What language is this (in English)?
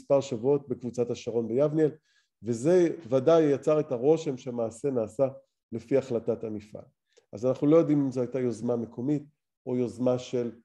Hebrew